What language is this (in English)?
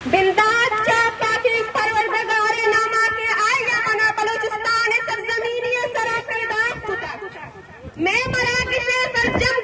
Eastern Balochi